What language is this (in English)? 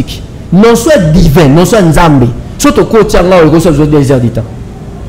Lingala